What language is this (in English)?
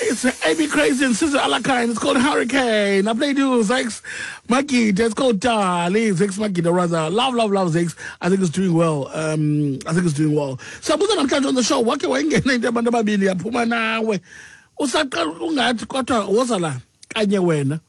Xhosa